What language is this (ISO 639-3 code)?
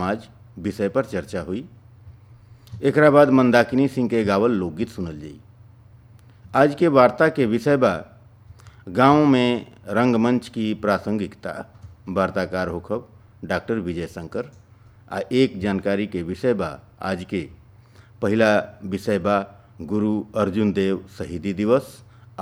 bho